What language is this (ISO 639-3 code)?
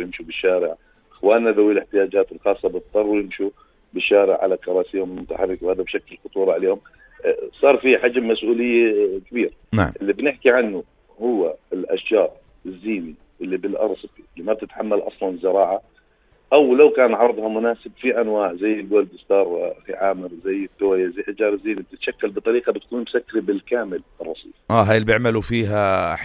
apc